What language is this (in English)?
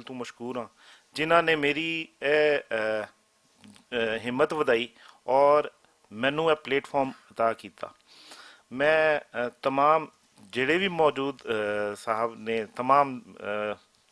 Western Panjabi